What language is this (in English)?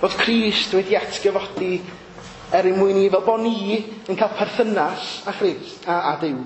Welsh